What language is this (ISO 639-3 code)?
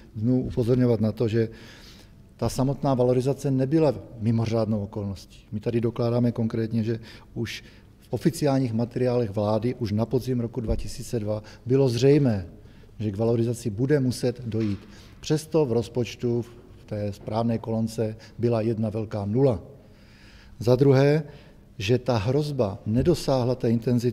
ces